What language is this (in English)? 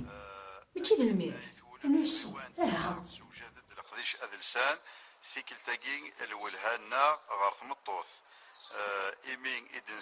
Kabyle